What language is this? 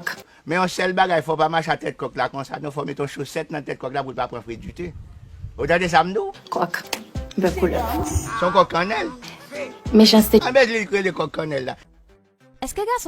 Haitian Creole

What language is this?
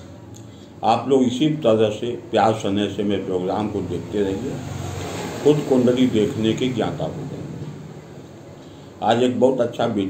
Hindi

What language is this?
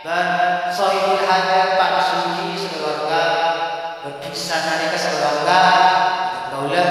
Madurese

